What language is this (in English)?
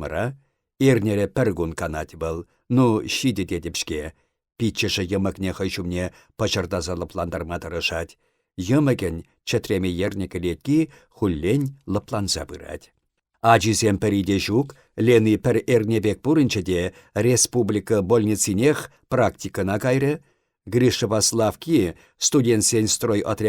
Chuvash